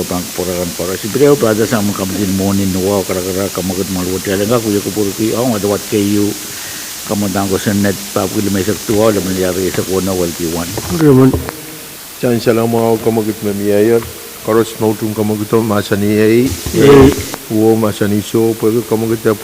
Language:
Pohnpeian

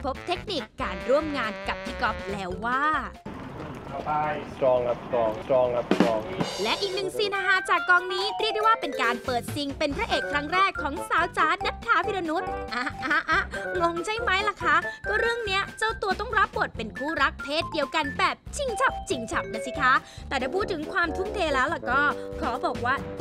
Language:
Thai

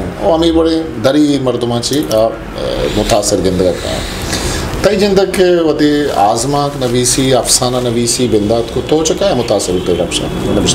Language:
Eastern Balochi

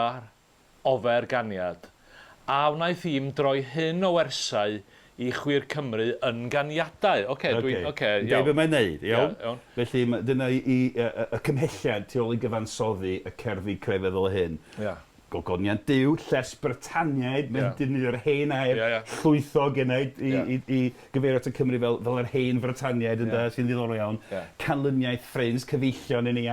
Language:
Welsh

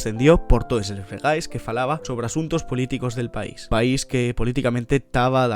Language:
Asturian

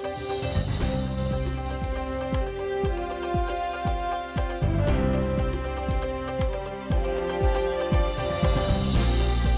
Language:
Udmurt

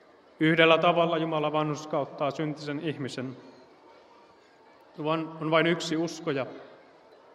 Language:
Finnish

